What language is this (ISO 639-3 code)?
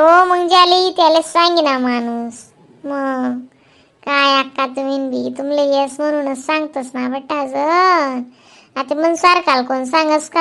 khn